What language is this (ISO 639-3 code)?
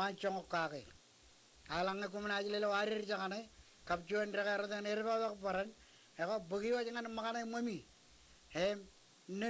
mah